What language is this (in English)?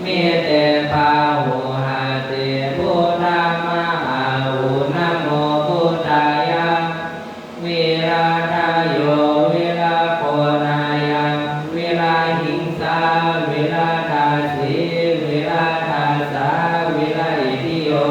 Pali